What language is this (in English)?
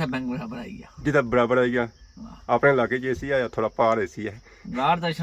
Pahari-Potwari